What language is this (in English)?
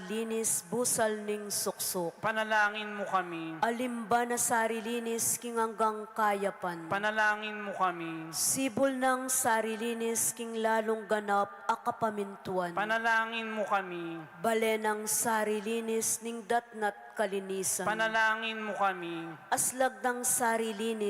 Pampanga